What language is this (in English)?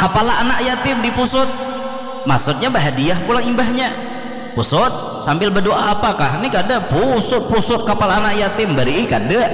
Banjar